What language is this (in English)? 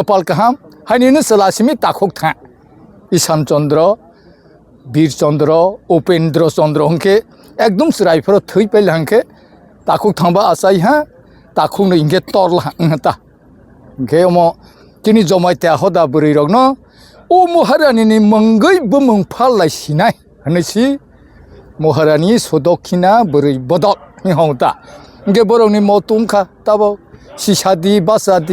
Kok Borok